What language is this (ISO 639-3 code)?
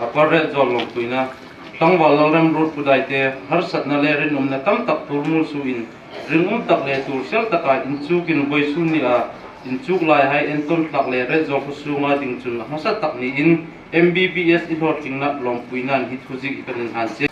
hmr